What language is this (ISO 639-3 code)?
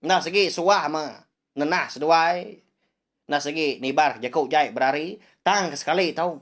iba